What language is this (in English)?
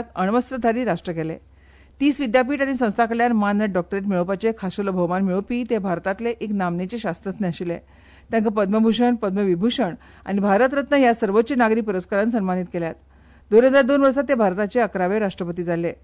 Konkani